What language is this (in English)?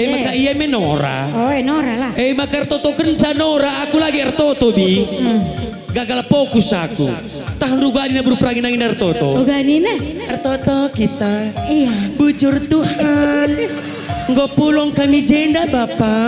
Batak Karo